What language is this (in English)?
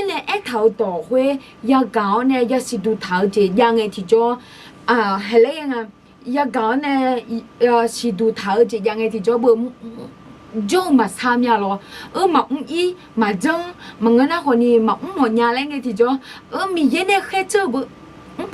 Akha